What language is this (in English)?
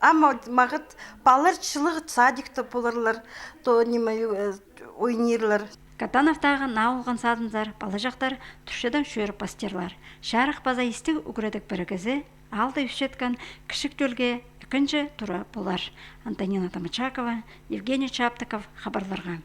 Khakas